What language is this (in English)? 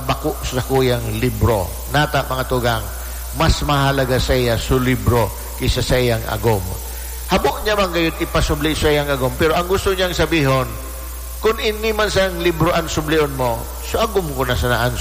Bikol